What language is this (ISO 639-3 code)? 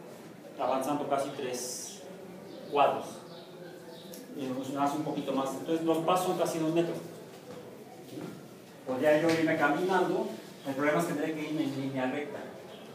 spa